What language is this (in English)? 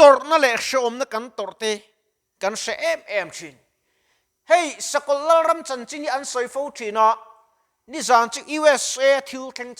Mizo